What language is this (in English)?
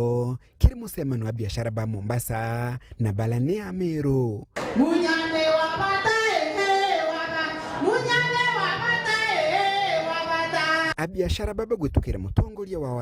Meru